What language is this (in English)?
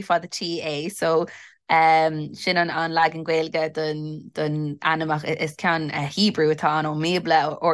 Irish